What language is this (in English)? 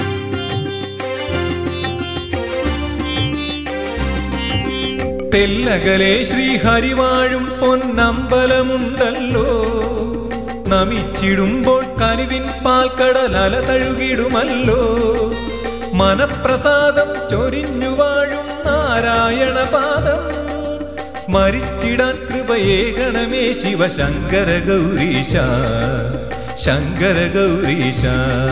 Malayalam